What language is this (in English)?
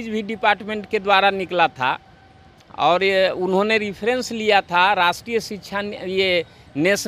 Hindi